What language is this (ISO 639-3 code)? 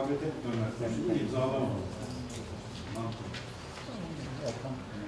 tur